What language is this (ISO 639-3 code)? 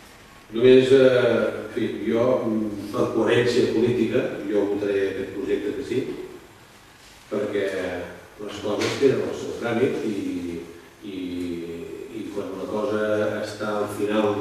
cat